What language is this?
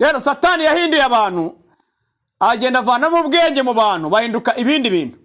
Kinyarwanda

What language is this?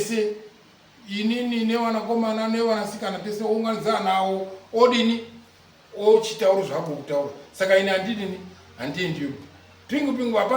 Shona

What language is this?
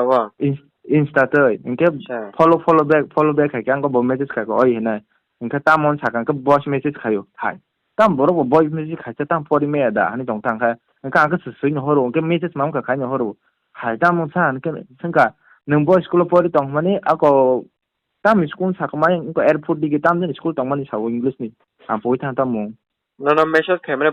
Kok Borok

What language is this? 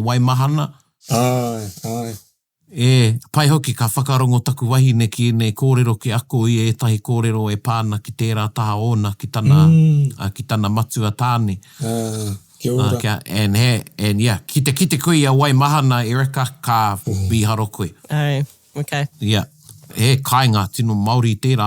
Māori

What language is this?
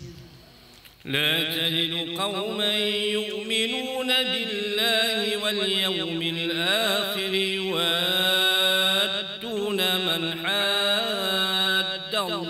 Arabic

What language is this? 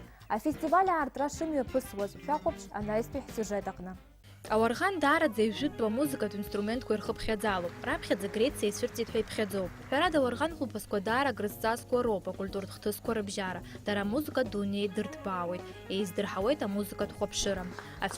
Abkhazian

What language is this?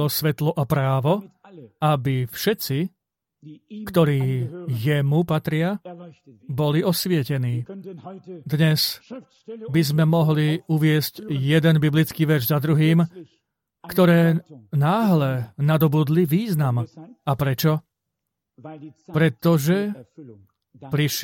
Slovak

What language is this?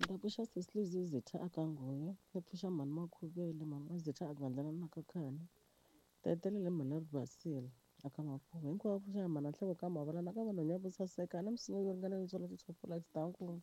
Tsonga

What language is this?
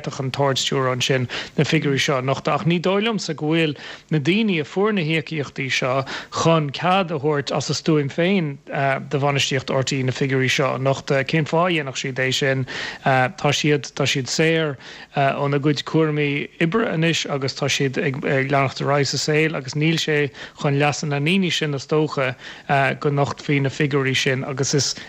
Irish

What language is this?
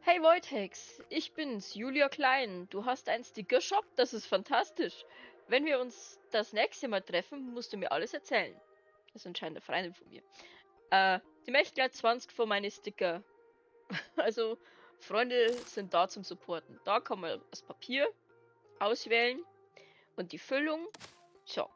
Bavarian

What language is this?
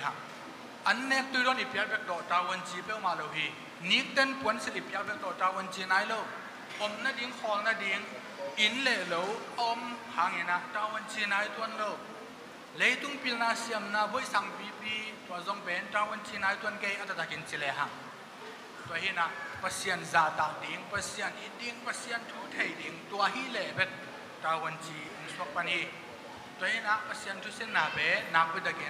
Tedim Chin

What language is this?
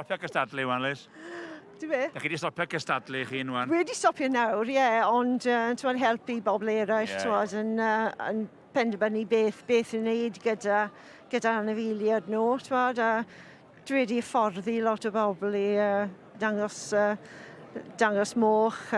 Welsh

